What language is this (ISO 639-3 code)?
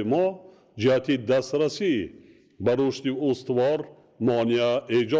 tgk